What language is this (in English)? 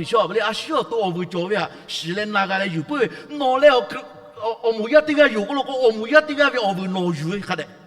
Lahu